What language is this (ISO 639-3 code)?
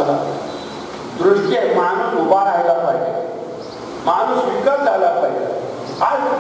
mar